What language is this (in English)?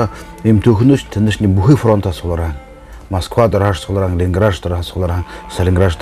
Buriat